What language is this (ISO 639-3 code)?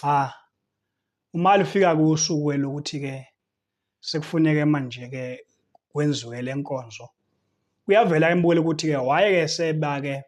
zul